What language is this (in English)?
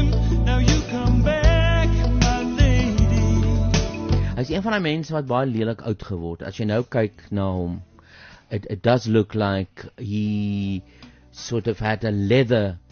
Afrikaans